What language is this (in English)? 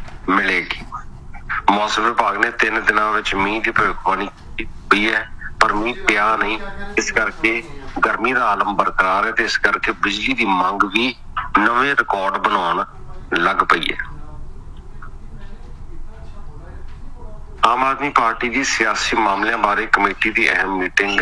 Punjabi